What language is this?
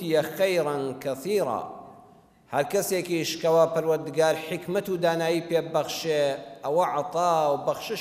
Central Kurdish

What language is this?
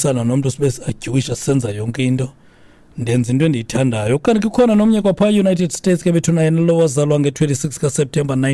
Xhosa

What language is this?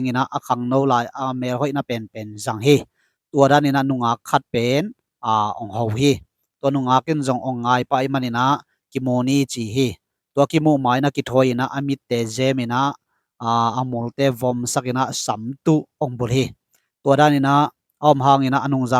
Tedim Chin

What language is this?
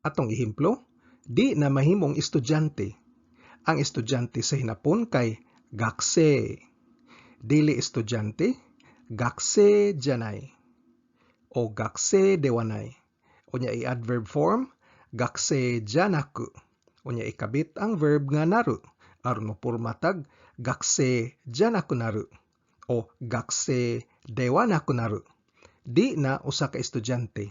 Cebuano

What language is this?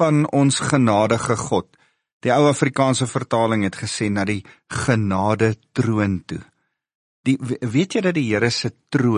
Afrikaans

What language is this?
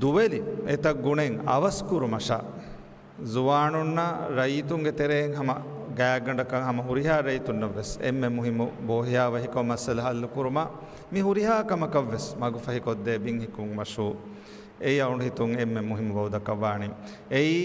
Divehi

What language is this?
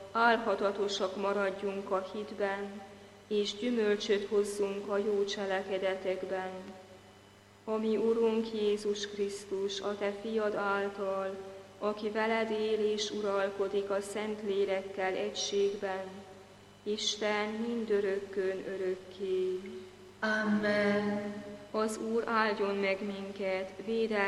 Hungarian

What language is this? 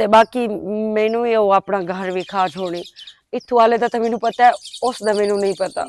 Western Panjabi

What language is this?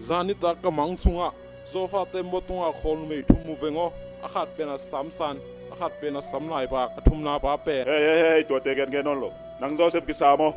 Tedim Chin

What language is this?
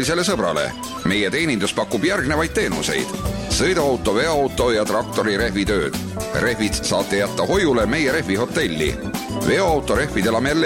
Estonian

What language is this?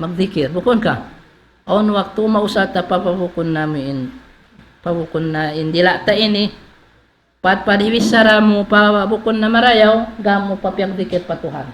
Tausug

